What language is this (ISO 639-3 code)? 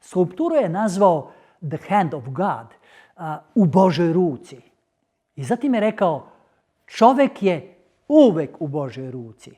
mkd